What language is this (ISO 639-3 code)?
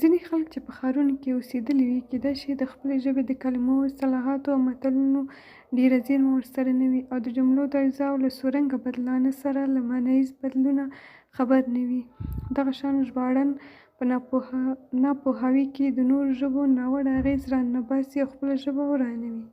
pus